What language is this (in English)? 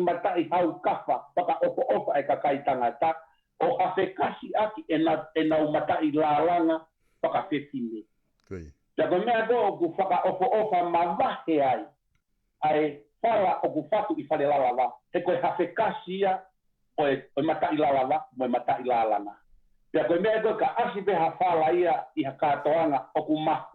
Tongan